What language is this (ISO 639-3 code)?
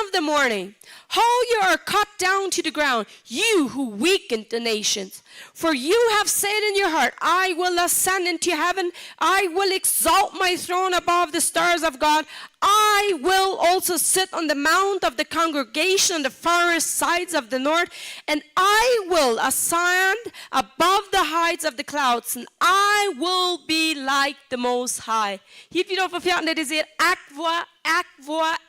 pdt